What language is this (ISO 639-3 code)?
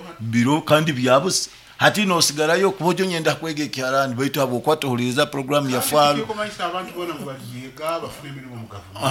nyo